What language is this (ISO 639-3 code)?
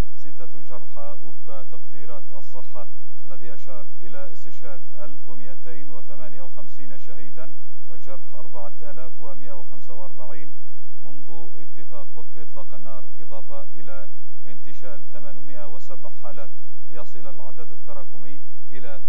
ara